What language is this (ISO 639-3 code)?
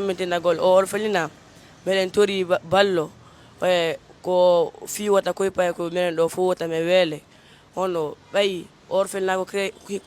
ful